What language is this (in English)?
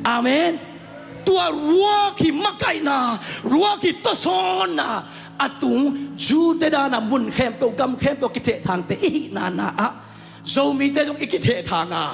Tedim Chin